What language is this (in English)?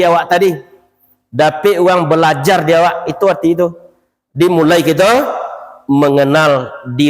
Minangkabau